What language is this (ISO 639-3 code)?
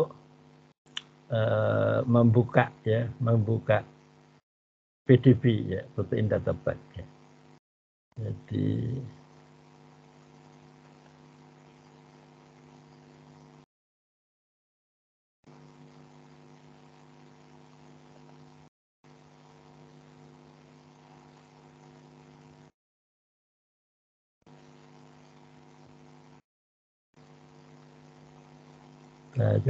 ind